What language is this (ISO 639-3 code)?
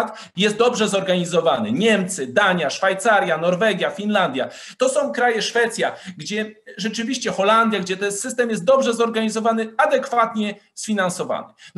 pol